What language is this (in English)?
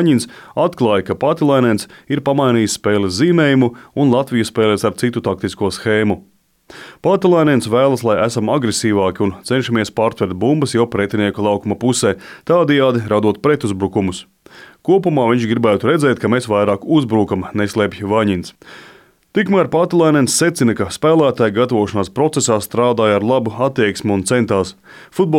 Latvian